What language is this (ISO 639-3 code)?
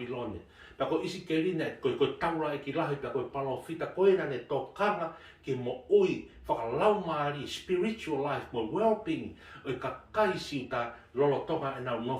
ton